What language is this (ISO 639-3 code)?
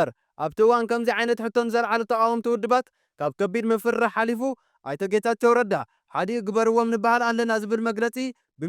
tir